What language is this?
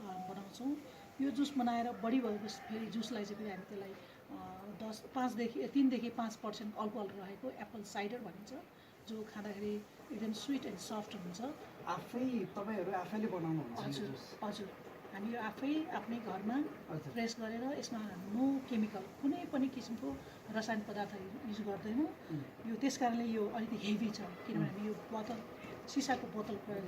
Nepali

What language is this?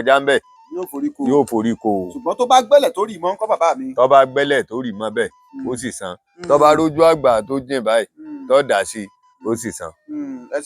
Yoruba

